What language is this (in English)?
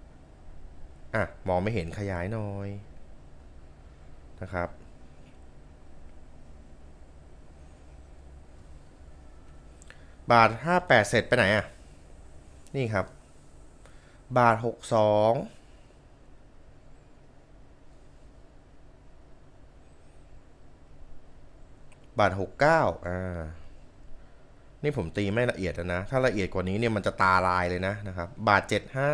Thai